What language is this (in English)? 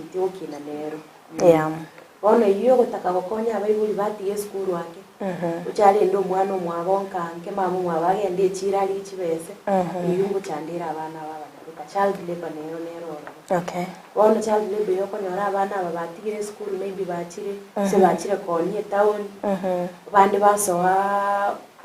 Gusii